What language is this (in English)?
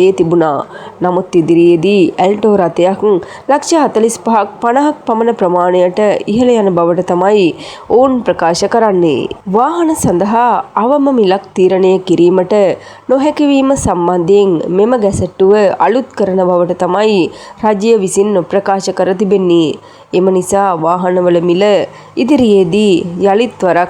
Sinhala